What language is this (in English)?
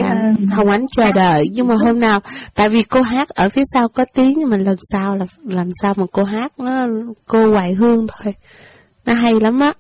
Vietnamese